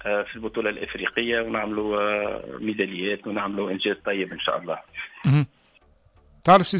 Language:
Tunisian Arabic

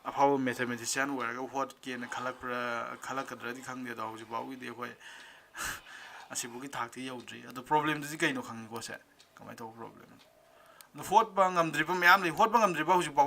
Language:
Manipuri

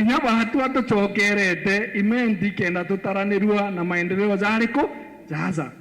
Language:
Meru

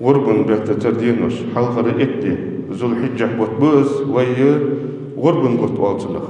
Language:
Ingush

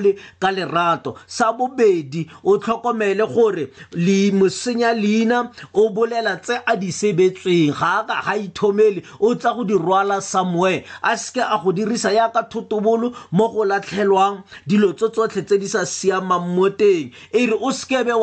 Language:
Tswana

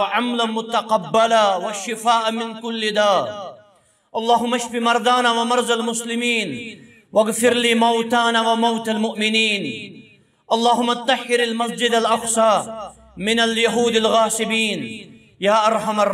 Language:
Kashmiri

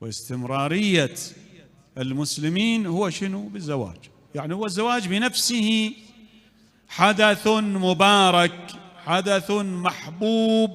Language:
Mesopotamian Arabic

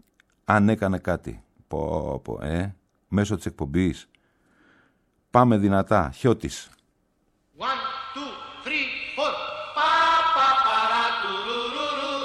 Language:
Greek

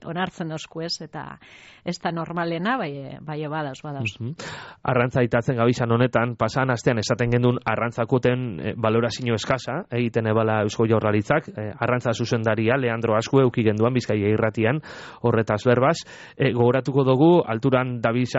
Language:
Basque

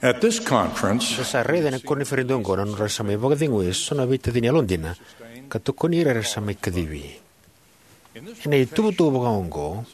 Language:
Fijian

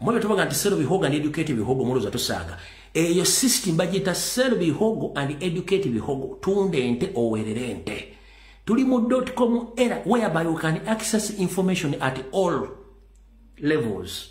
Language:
Ganda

